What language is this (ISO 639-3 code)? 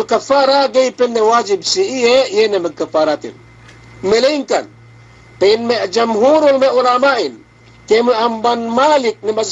yka